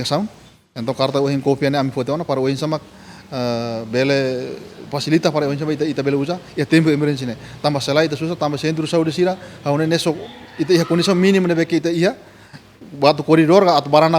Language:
Tetum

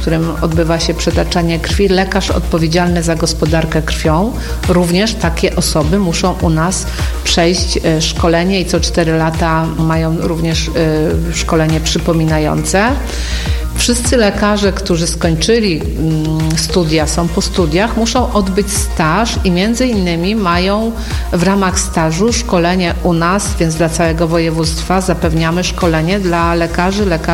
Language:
Polish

